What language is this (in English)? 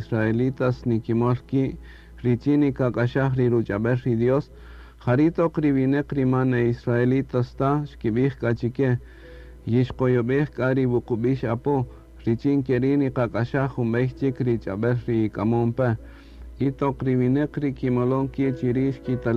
Kaqchikel